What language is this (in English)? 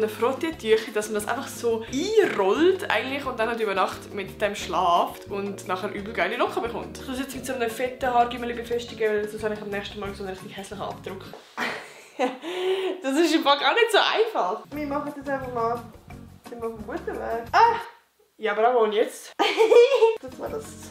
Swiss German